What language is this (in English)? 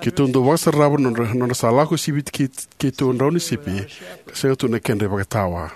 Fijian